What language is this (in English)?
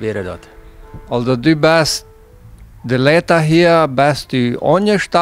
Plautdietsch